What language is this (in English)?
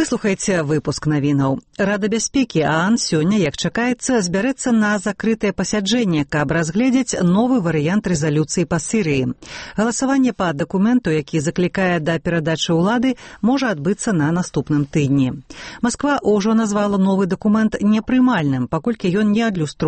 Belarusian